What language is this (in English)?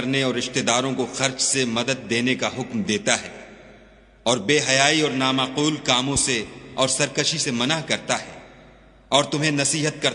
Urdu